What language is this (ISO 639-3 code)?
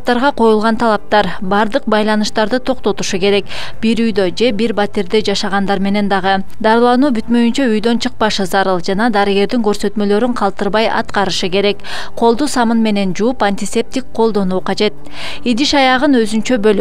kir